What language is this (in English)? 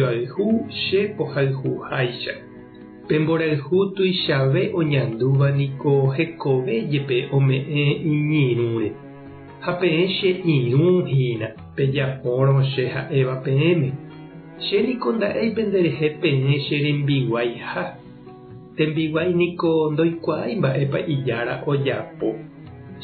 Guarani